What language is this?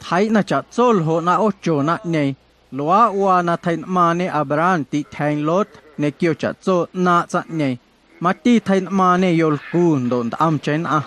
Guerrero Amuzgo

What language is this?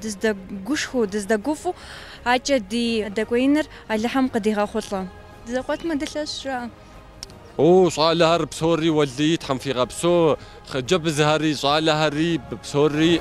Kabardian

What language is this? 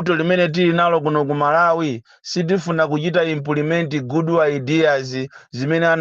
Nyanja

